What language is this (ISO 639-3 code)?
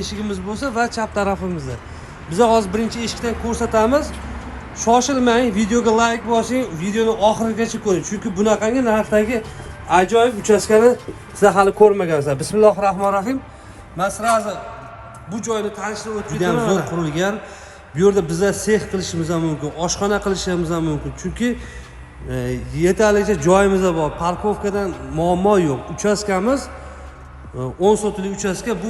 uzb